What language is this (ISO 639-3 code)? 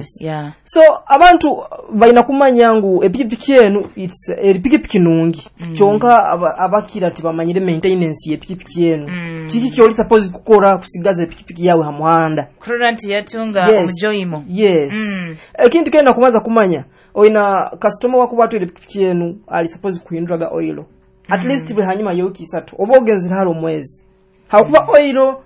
nyo